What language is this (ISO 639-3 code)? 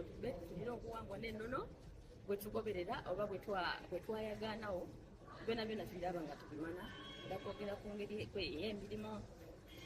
xog